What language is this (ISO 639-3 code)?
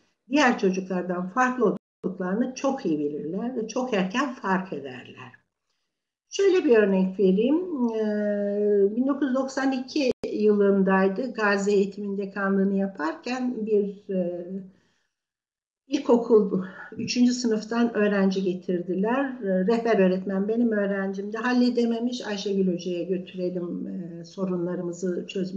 tur